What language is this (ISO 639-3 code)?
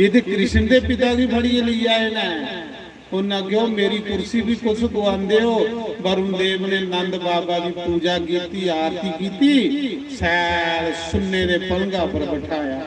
doi